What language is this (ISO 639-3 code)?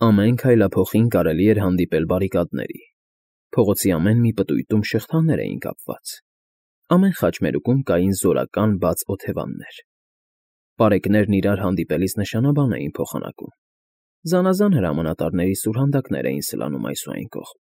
hye